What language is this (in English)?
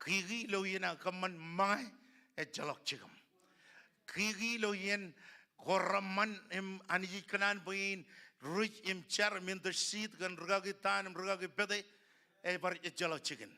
Marshallese